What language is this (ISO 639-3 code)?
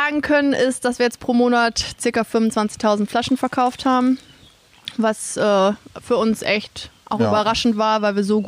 deu